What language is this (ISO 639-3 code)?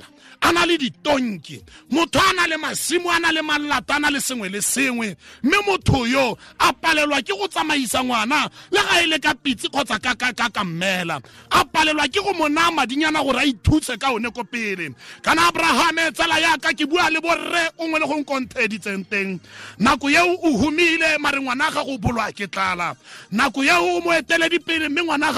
tsn